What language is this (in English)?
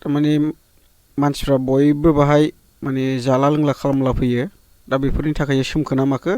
Bodo